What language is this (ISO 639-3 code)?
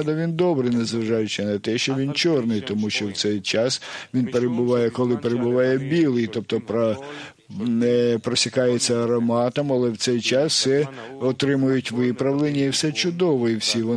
ukr